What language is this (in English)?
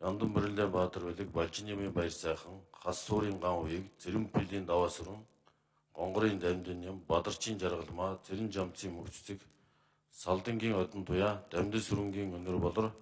Mongolian